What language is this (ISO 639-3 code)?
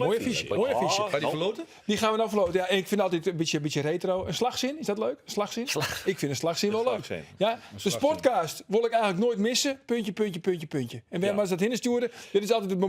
fry